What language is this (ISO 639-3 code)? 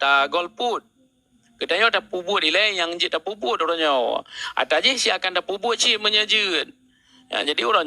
ace